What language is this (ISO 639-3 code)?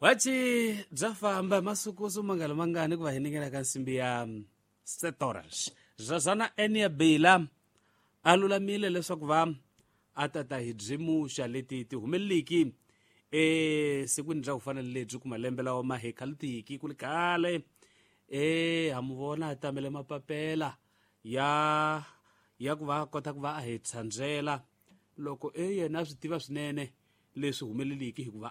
tso